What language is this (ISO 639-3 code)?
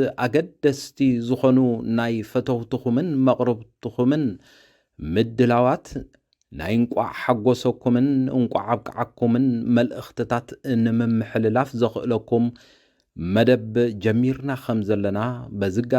tir